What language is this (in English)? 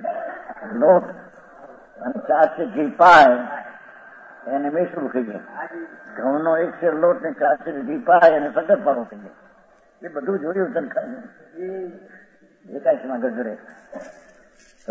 Gujarati